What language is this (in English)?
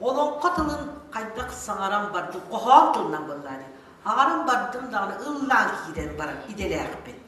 Yakut